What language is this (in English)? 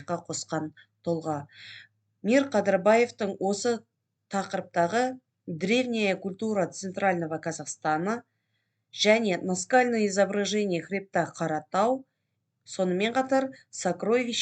Kazakh